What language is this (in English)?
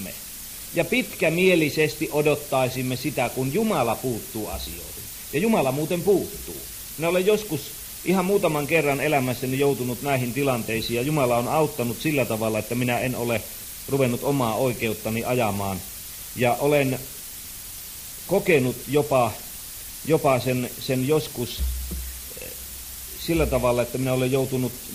Finnish